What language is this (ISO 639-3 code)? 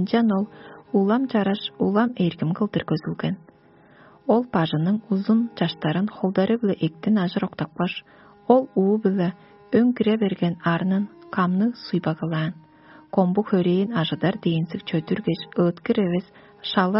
tyv